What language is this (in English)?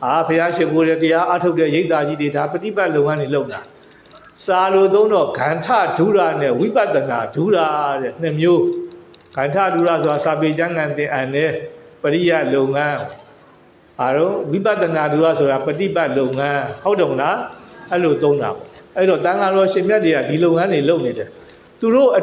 Burmese